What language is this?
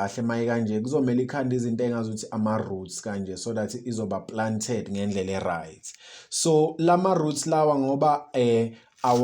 Zulu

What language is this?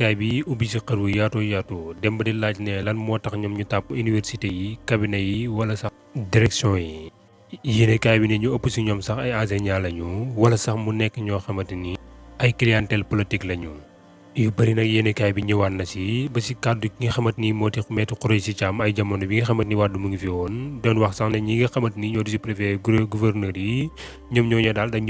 Wolof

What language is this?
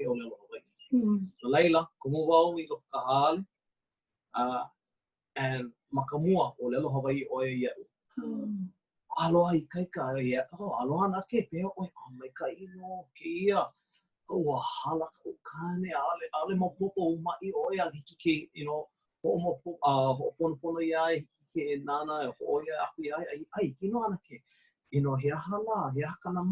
Hawaiian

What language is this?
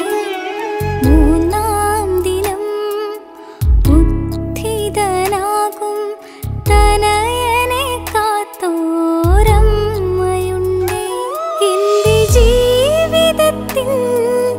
Malayalam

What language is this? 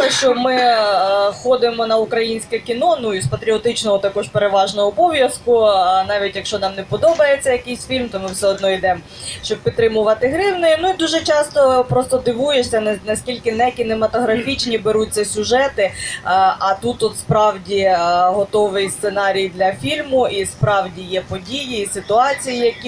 Ukrainian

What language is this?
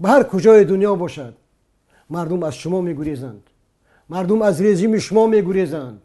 Tajik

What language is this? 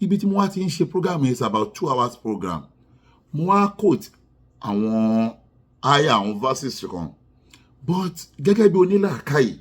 Yoruba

